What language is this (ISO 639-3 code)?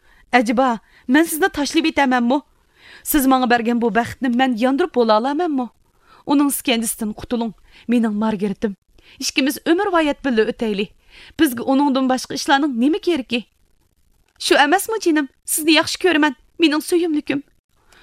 uig